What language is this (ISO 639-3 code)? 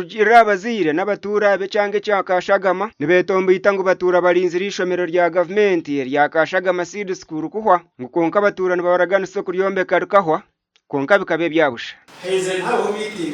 nyn